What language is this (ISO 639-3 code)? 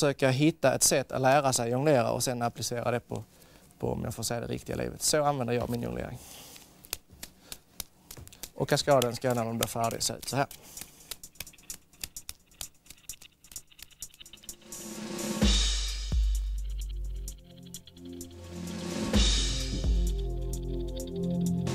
swe